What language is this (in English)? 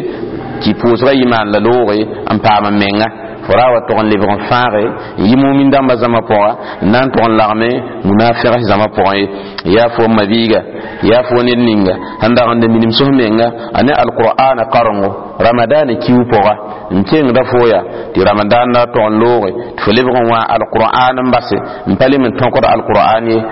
Mossi